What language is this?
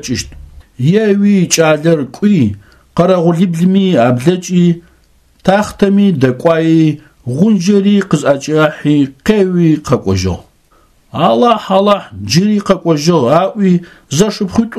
Adyghe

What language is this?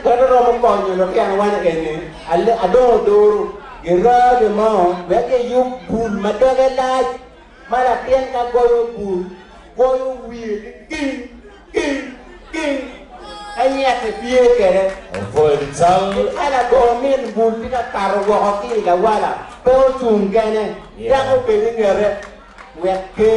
Acoli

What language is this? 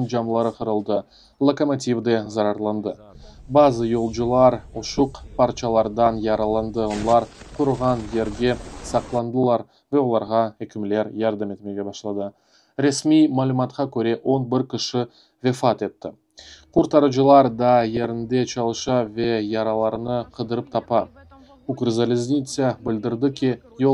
Crimean Tatar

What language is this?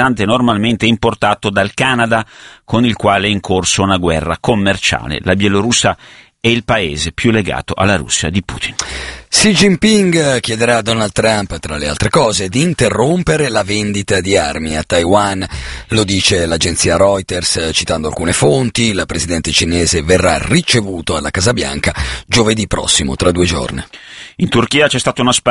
Italian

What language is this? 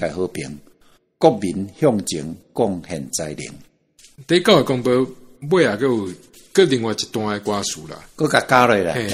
Min Nan Chinese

